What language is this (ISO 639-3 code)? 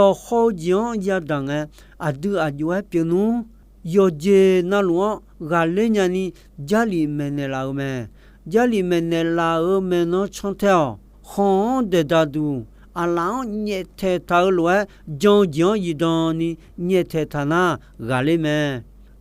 ahk